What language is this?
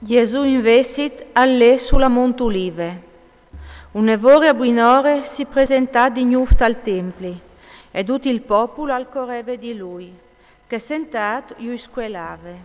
Friulian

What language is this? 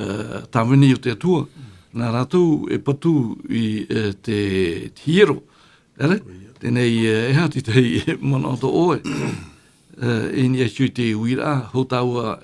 Tahitian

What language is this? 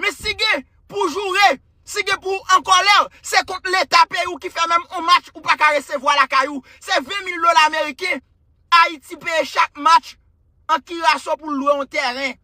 Haitian Creole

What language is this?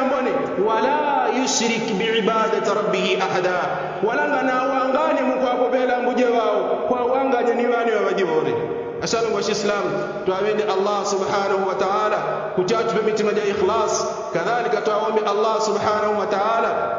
Yao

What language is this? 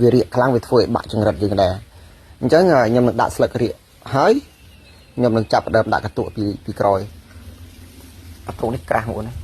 Khmer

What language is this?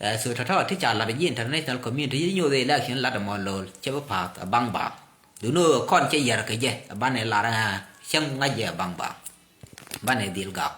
Nuer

